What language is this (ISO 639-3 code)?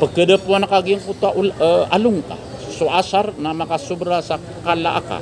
mrw